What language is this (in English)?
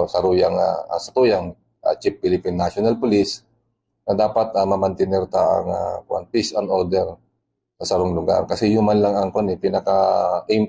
Bikol